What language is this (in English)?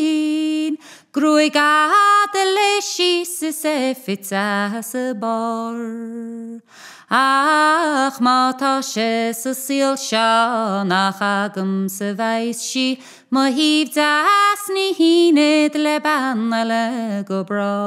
Irish